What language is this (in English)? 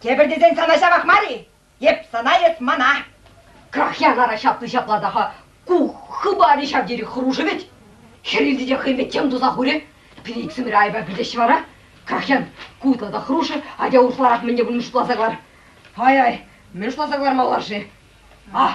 Chuvash